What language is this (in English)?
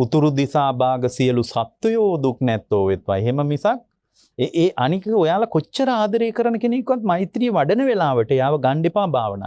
Sinhala